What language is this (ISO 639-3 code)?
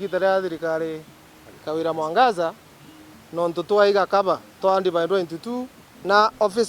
mer